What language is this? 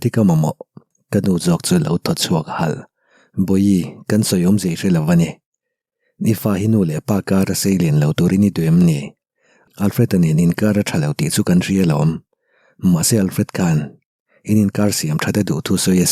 Mizo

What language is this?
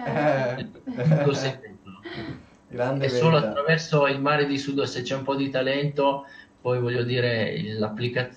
Italian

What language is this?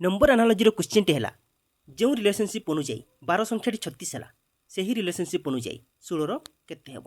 Odia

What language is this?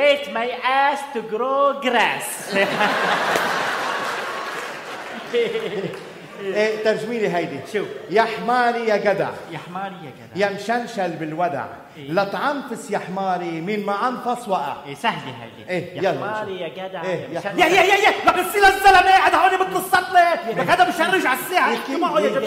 North Levantine Arabic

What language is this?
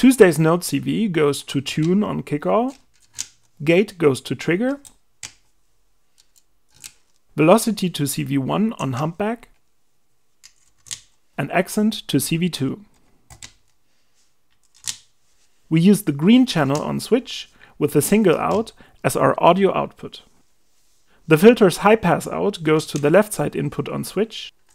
English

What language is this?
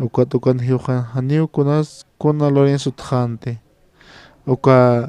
Aymara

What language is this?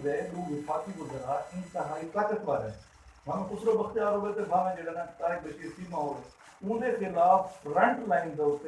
Saraiki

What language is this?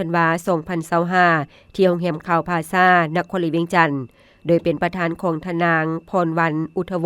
Lao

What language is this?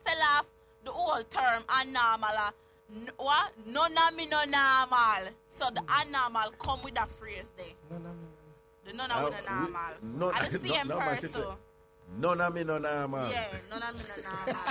Jamaican Creole English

